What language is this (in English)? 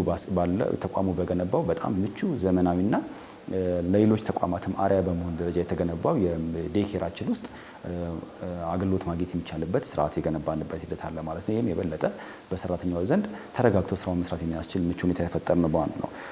Amharic